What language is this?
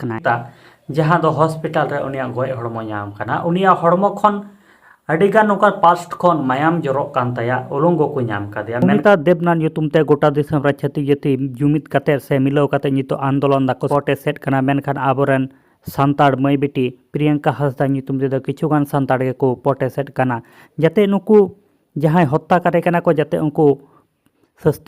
Santali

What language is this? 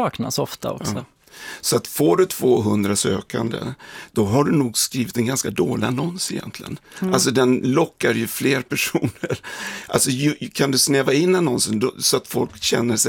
Swedish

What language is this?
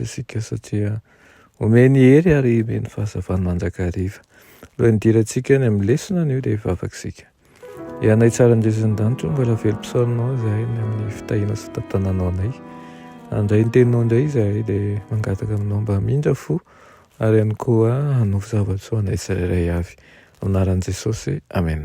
Malagasy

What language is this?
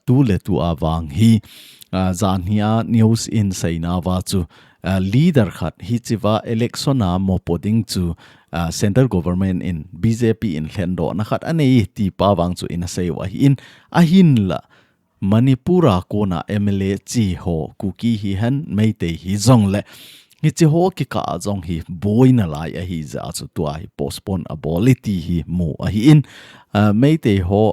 Thado Chin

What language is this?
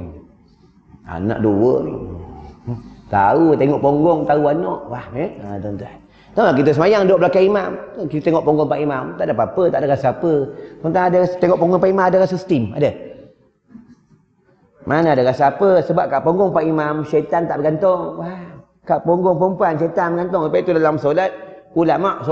Malay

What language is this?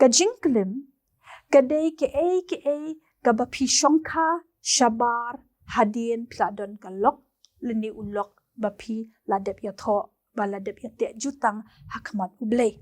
Khasi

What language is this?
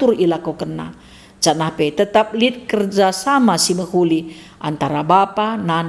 Batak Karo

